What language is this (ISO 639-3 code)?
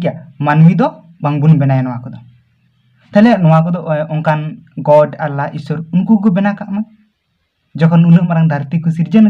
sat